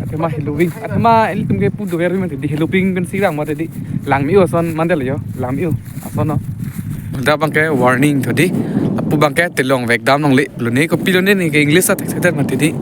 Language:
Karbi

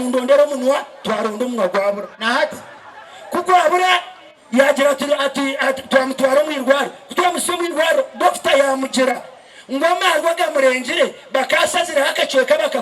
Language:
Nyankole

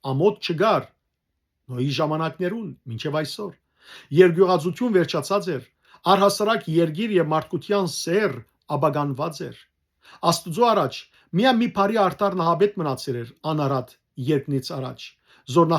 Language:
Western Armenian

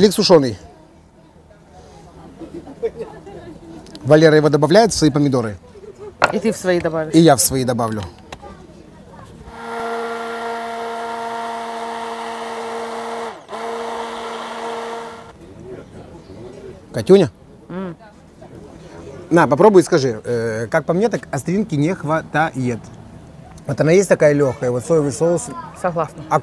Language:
Russian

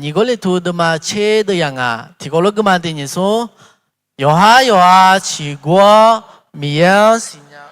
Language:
Akha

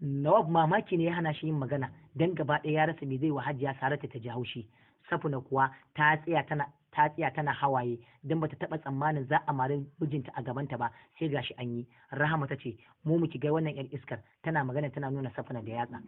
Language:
Hausa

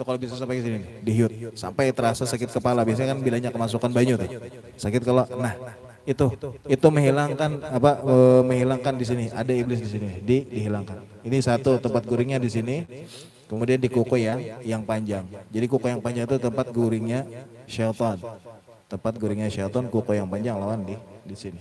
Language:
Banjar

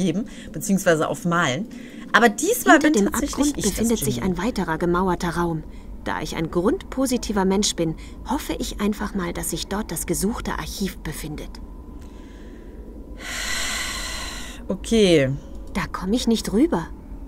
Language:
German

